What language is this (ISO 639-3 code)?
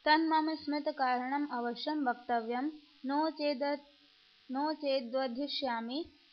san